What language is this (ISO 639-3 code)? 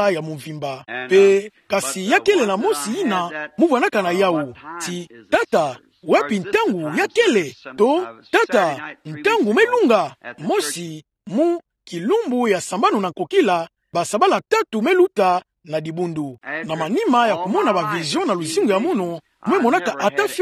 ktu